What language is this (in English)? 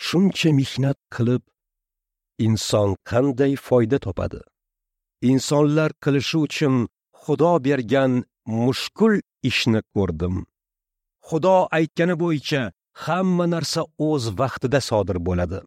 Uzbek